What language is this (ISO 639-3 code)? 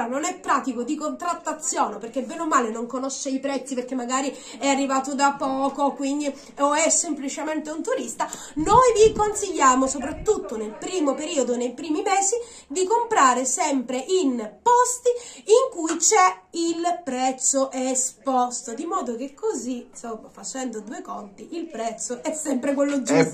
ita